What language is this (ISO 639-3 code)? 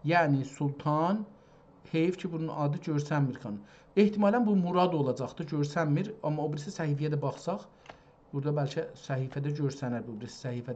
azb